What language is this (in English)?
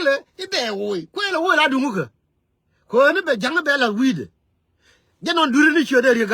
Nuer